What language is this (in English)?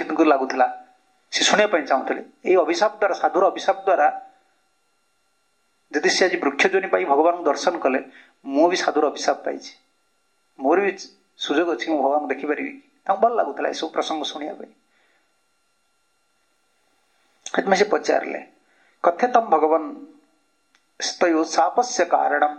Odia